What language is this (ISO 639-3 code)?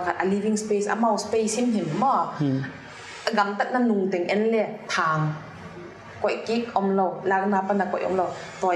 pck